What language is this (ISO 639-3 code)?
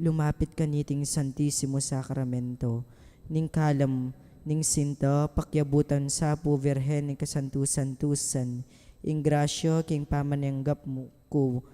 pam